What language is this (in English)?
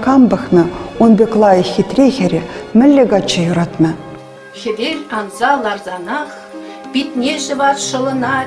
Chuvash